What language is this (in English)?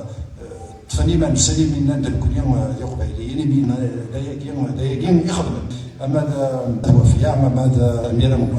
Kabyle